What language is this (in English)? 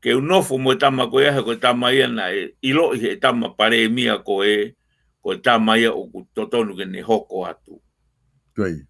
Tongan